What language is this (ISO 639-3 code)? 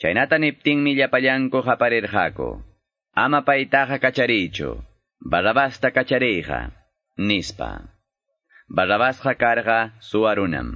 que